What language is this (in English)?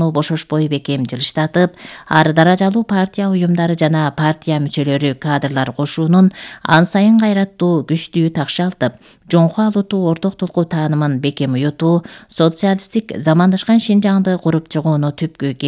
Kyrgyz